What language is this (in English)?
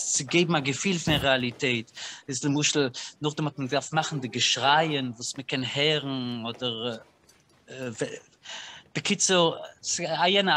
Yiddish